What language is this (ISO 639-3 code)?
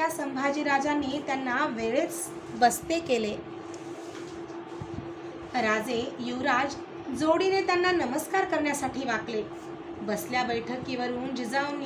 mar